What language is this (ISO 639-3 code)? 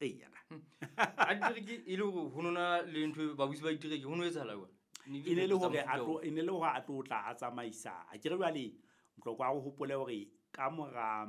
sot